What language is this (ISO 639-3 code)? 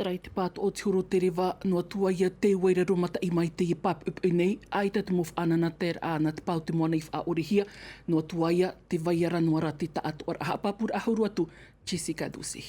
tah